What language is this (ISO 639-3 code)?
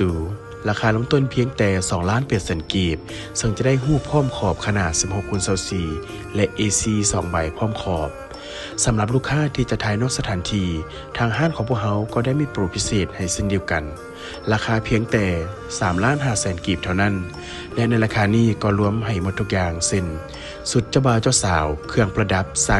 lao